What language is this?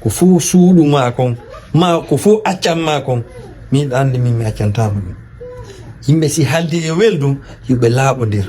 Fula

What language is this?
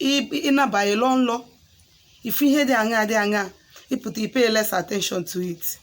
Igbo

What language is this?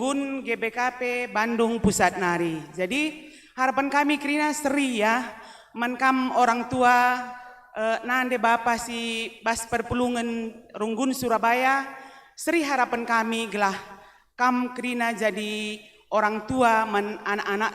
Batak Karo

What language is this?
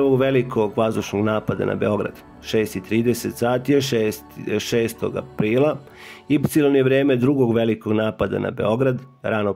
Serbian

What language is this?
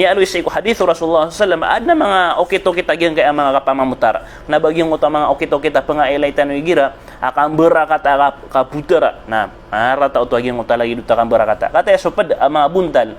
Maranao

